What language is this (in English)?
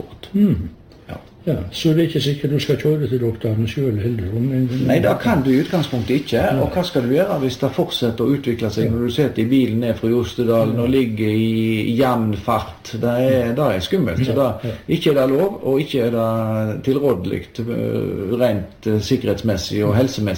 Norwegian